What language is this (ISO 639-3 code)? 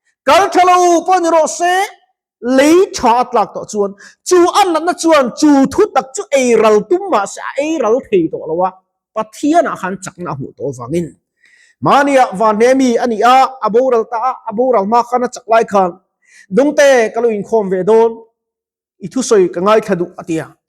lus